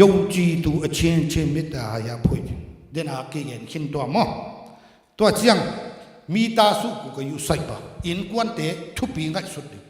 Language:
Tedim Chin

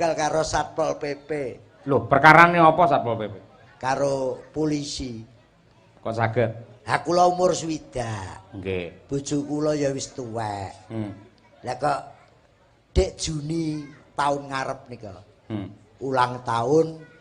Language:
Javanese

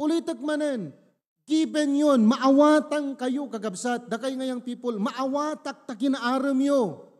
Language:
Iloko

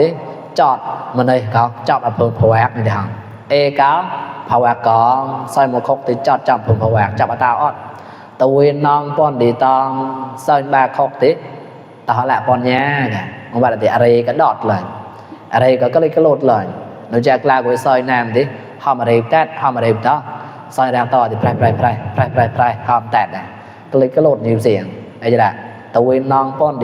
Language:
Mon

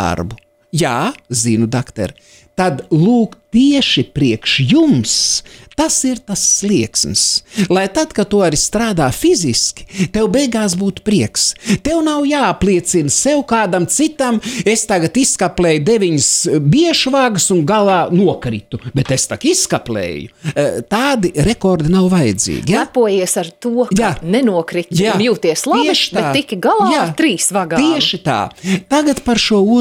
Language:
Latvian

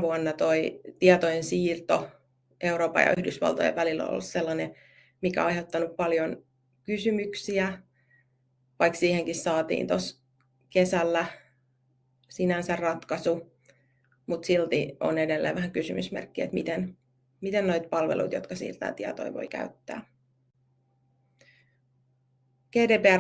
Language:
Finnish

